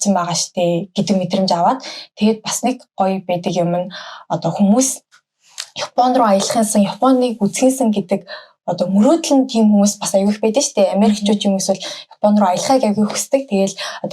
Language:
Mongolian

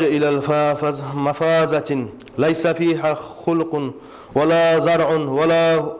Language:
Kumyk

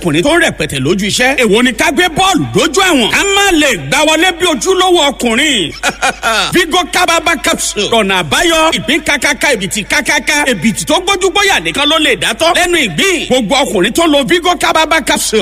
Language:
Yoruba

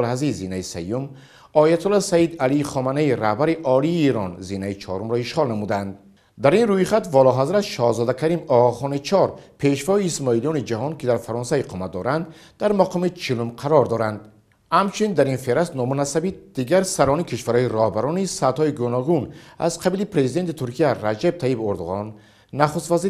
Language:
Tajik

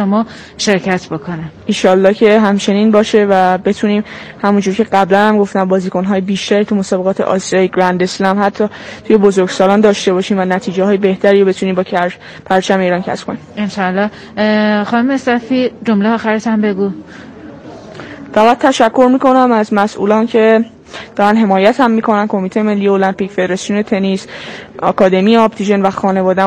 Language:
Persian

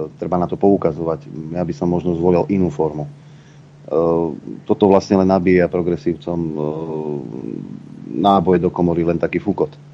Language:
Slovak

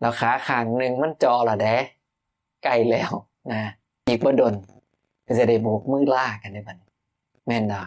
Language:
Northeastern Thai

